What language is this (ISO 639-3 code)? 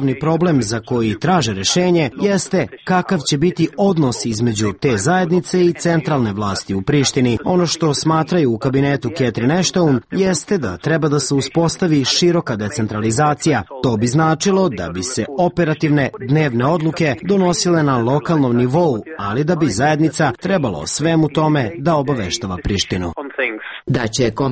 srp